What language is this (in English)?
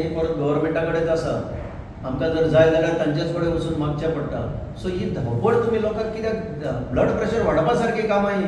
Konkani